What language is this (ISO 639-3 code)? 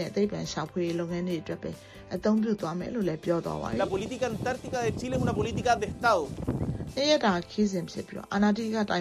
mya